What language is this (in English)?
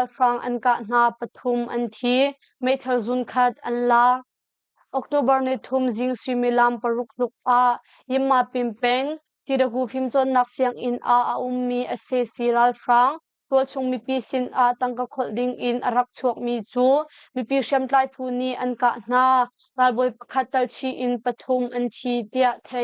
Hakha Chin